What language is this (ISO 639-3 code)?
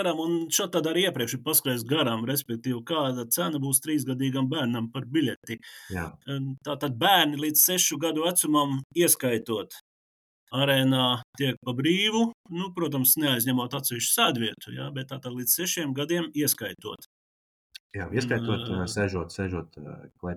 lav